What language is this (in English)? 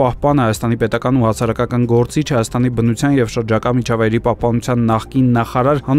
Armenian